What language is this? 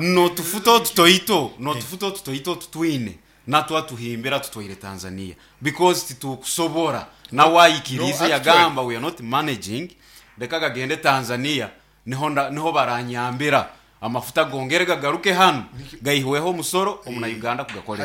Nyankole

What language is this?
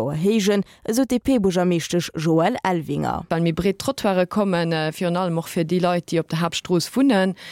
Luxembourgish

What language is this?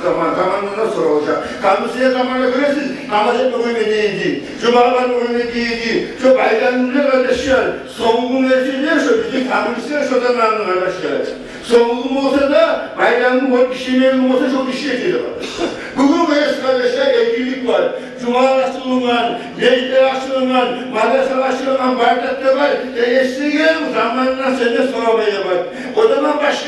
Kumyk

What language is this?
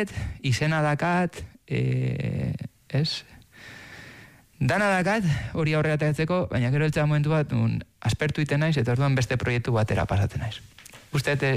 Basque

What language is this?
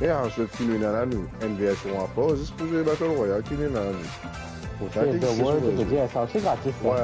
Morisyen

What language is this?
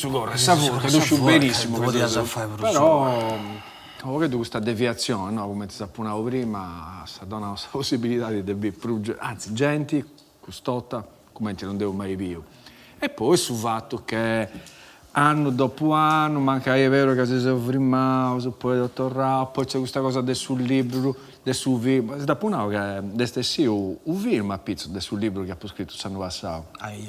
Sardinian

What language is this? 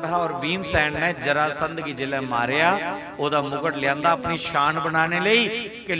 Dogri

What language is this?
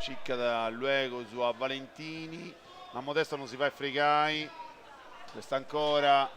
Sardinian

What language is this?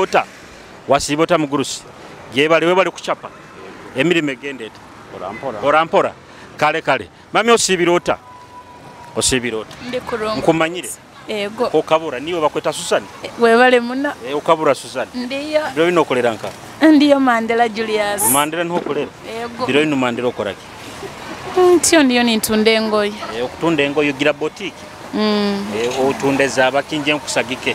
Nyoro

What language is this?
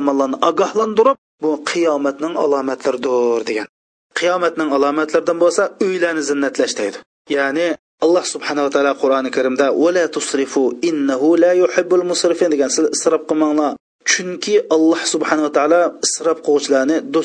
Uyghur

